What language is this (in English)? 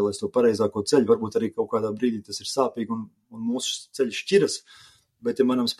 Latvian